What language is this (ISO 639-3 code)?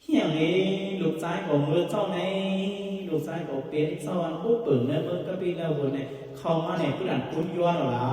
shn